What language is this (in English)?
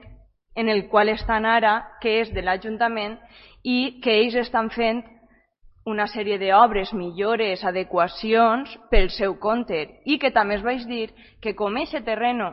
Catalan